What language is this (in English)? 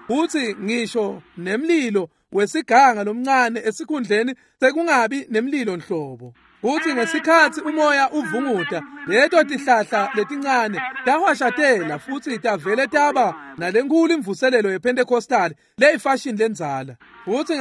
Swati